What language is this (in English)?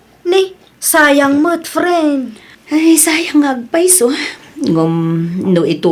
Iloko